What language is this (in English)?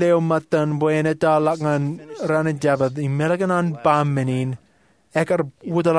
Marshallese